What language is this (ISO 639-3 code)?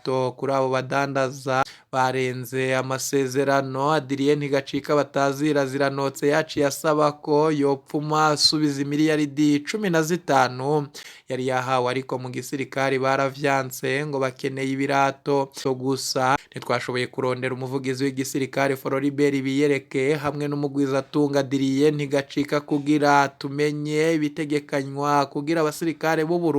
run